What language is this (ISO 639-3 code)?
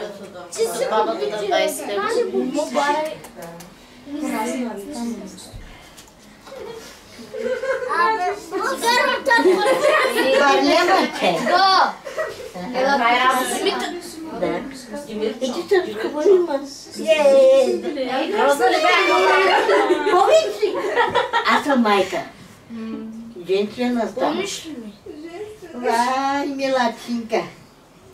bul